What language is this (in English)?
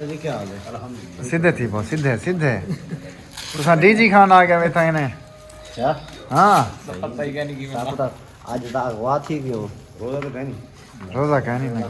Saraiki